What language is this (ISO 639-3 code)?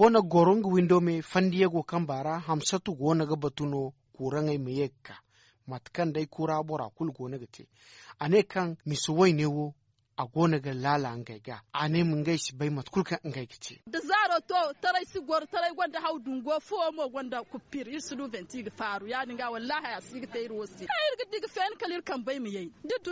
dje